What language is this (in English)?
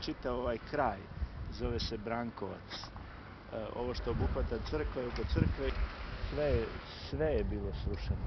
Bosnian